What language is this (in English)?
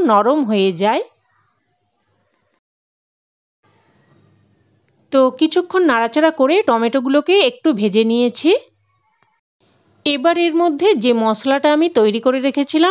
Bangla